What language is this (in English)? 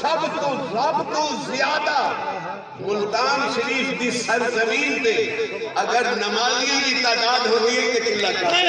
Saraiki